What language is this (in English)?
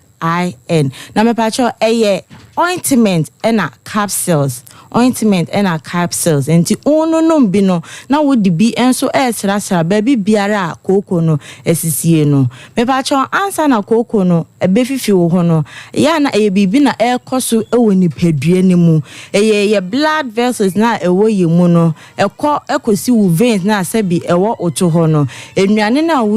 Akan